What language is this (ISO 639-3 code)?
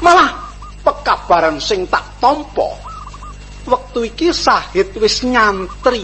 jav